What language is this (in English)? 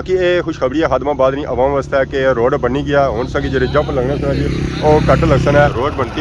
Pahari-Potwari